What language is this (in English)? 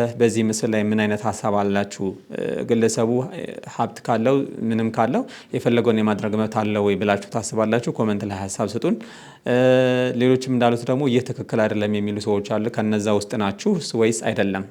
Amharic